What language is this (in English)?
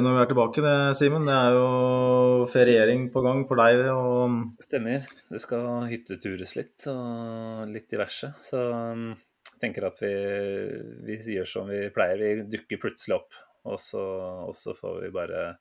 Norwegian